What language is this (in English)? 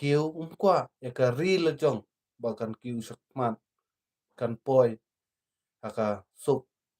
Khasi